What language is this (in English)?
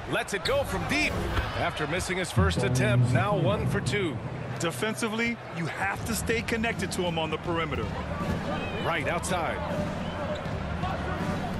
English